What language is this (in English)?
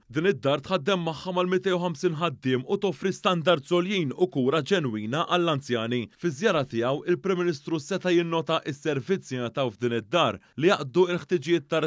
Maltese